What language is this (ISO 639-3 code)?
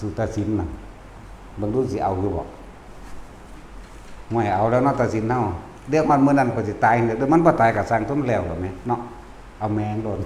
tts